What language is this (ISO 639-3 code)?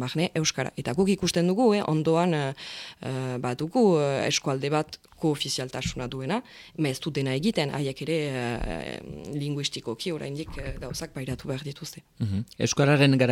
eus